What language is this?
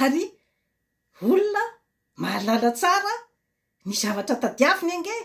Malagasy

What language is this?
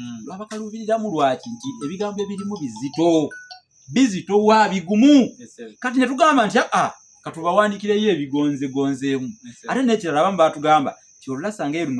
Ganda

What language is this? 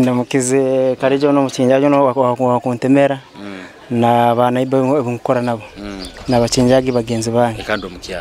Nyoro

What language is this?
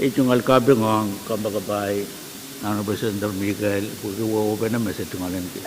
Pohnpeian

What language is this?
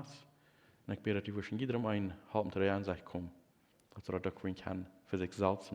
Plautdietsch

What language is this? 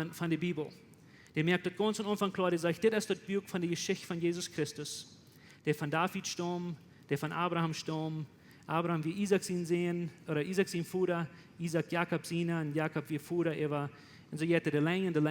Plautdietsch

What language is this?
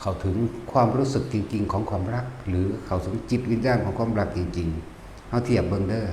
Northeastern Thai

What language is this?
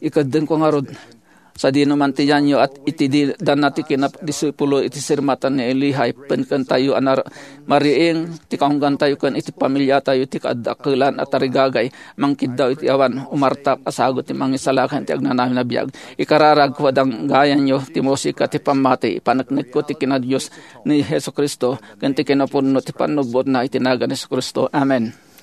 Iloko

